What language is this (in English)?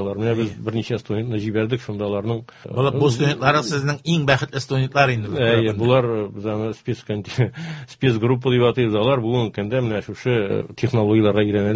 Tatar